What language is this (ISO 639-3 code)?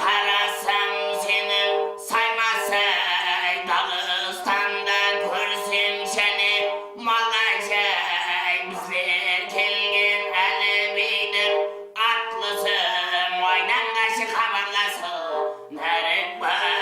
kaa